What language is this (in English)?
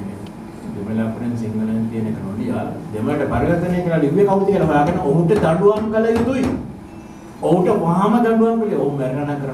Sinhala